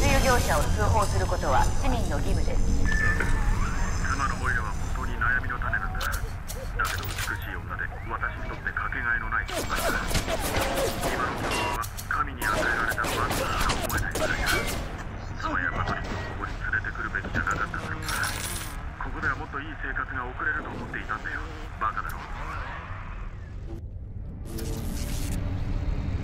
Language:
Japanese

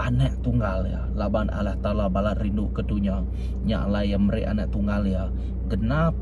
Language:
Iban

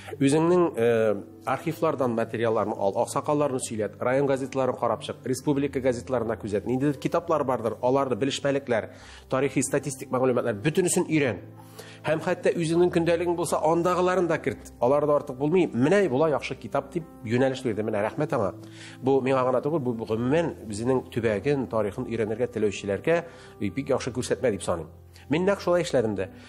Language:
Tatar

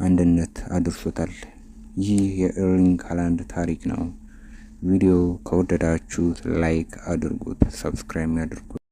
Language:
Amharic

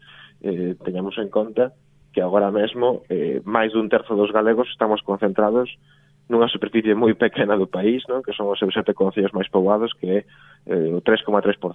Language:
Galician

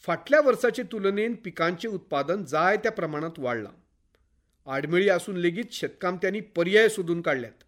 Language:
Konkani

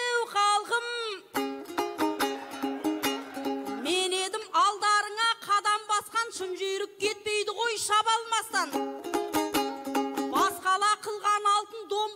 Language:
Kazakh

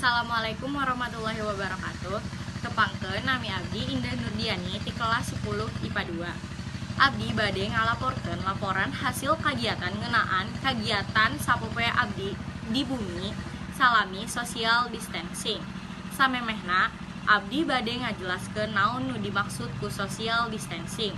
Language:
Sundanese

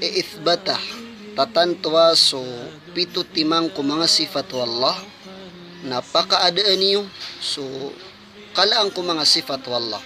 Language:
Maranao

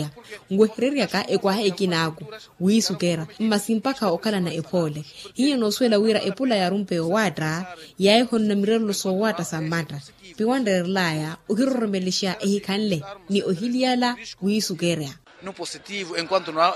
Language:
Makhuwa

